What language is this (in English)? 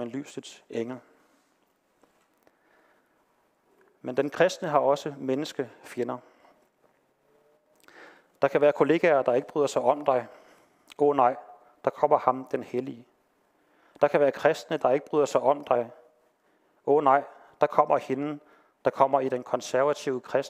Danish